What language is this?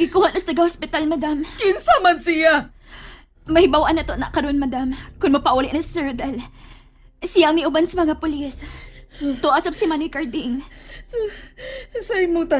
Cebuano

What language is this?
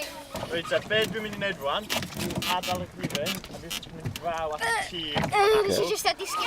Welsh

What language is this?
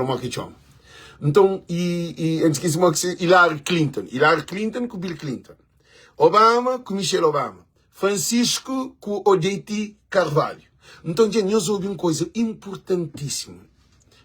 Kabuverdianu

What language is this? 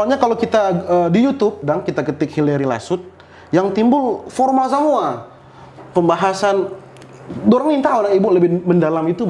Manado Malay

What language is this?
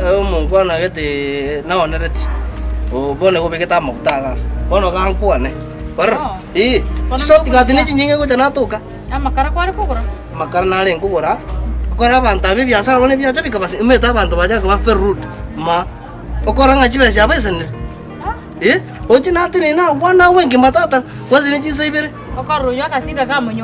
Gusii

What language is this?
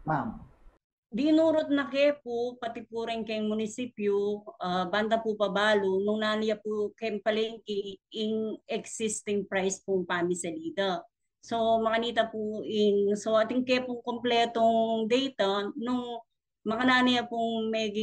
Pampanga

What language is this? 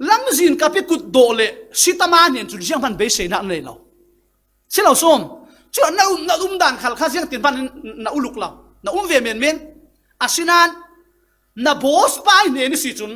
Falam Chin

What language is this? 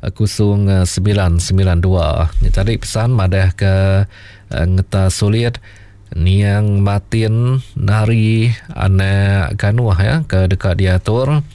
Iban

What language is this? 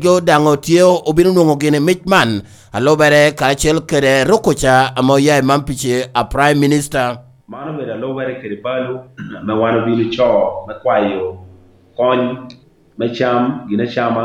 Lango (Uganda)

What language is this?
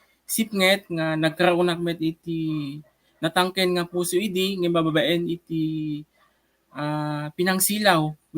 Iloko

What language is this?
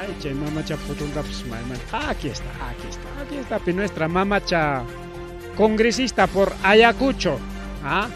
Ayacucho Quechua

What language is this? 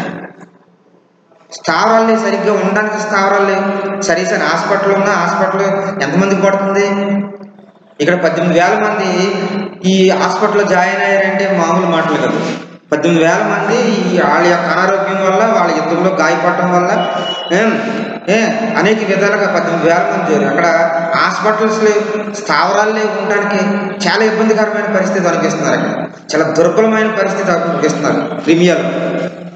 Telugu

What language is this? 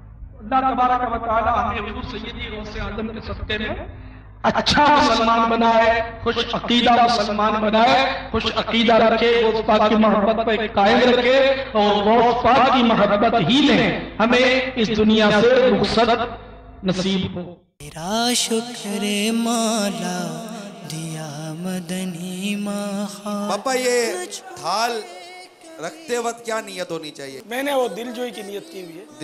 Urdu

